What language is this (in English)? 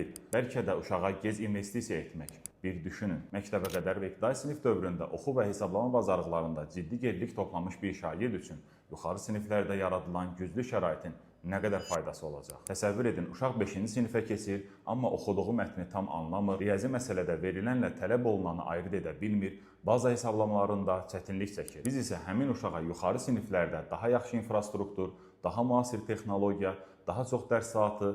Azerbaijani